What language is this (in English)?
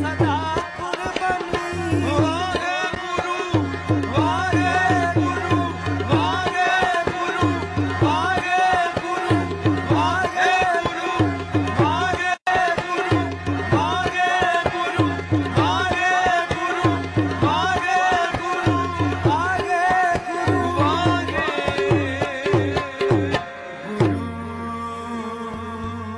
Punjabi